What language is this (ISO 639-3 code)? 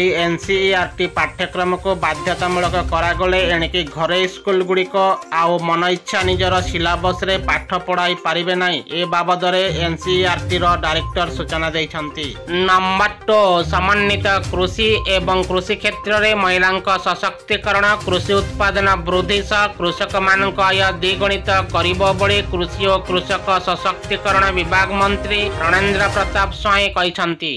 ori